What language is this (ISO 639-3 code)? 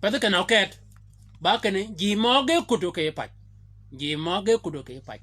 shk